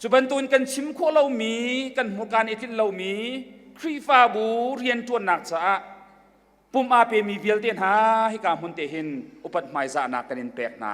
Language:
Hakha Chin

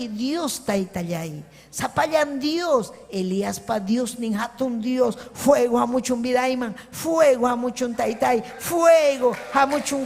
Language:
Ayacucho Quechua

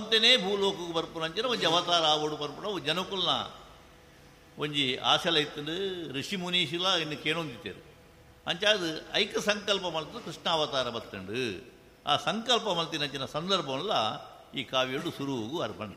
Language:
Tulu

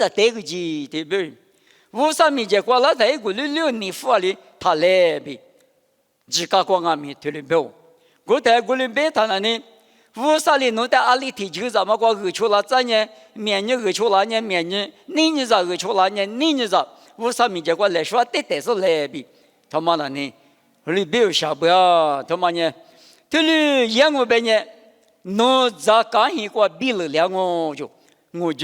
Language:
Lisu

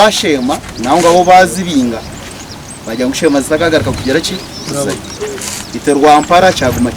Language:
Nyankole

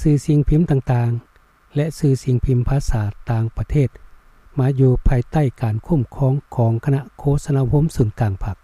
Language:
Lao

